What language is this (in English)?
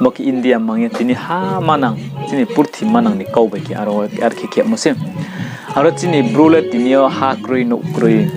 Riang (India)